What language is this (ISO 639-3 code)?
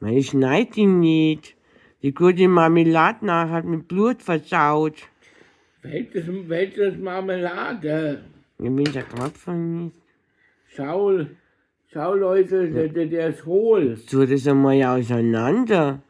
bar